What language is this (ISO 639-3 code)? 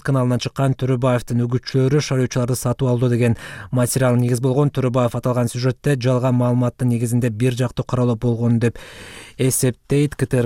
kir